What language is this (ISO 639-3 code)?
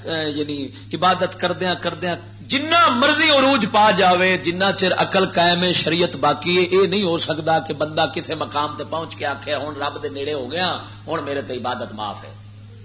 lah